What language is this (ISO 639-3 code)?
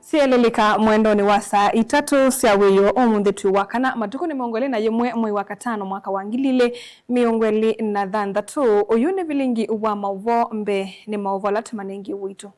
kam